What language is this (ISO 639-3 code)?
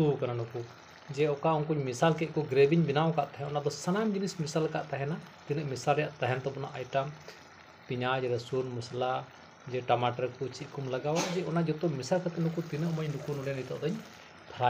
sat